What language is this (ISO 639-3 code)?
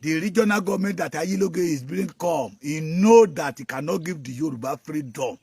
yor